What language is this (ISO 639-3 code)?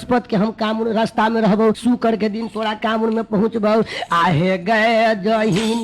mai